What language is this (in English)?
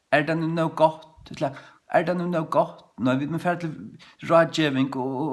Faroese